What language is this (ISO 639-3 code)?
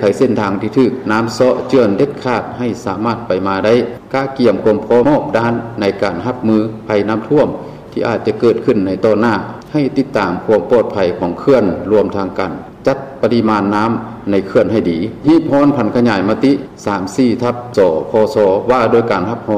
lao